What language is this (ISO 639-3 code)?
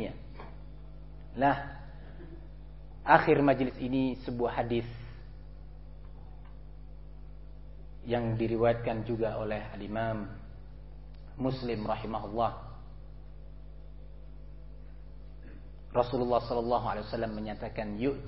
ind